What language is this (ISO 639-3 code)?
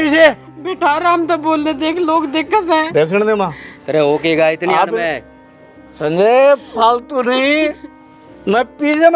bgc